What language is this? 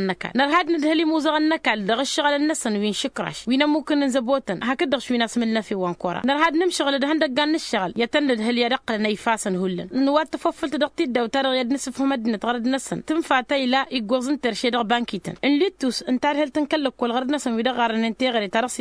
Tamasheq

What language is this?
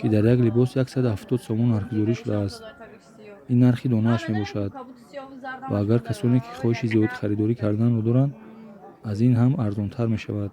Tajik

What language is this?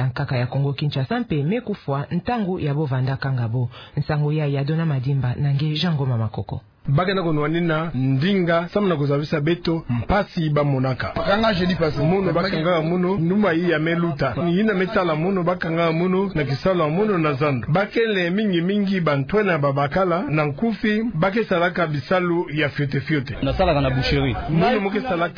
Kituba (Democratic Republic of Congo)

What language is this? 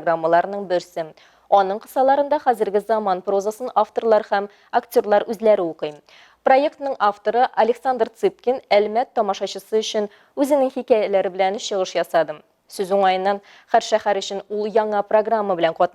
Tatar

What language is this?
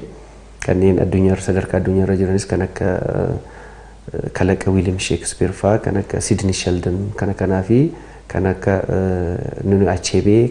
Oromo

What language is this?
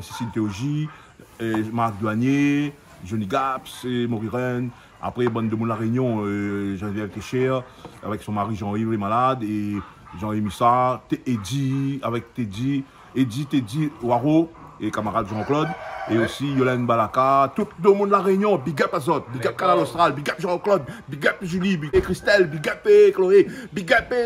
Réunion Creole French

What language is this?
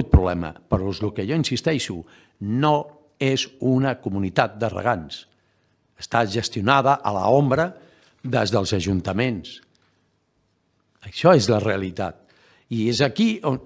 Catalan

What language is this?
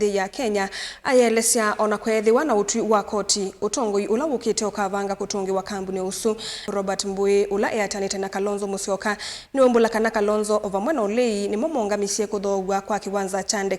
Kamba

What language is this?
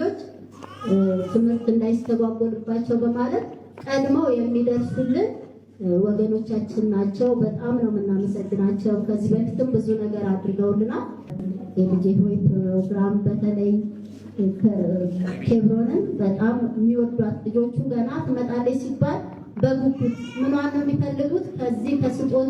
Amharic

